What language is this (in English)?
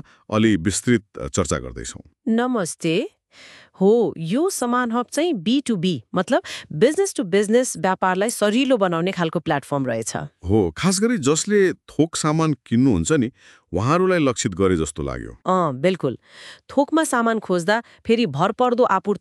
Nepali